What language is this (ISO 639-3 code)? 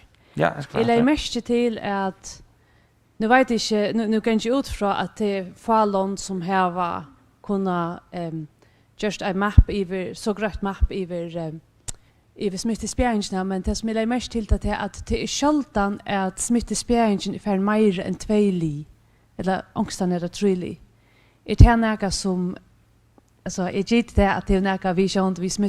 fao